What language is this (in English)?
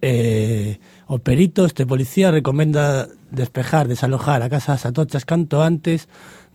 Galician